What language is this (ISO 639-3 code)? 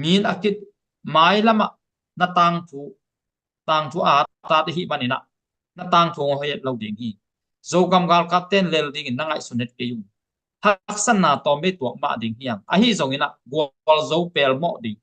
ctd